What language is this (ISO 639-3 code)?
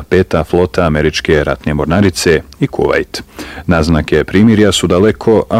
bos